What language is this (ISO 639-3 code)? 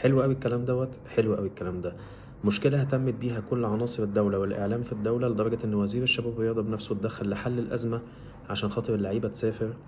arz